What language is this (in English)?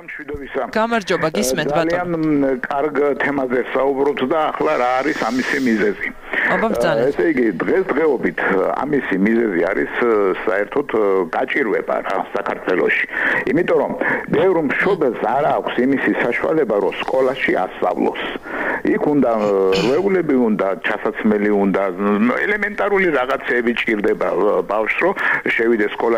Georgian